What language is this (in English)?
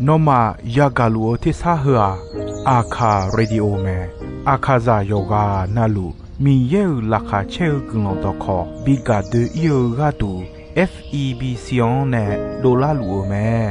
Akha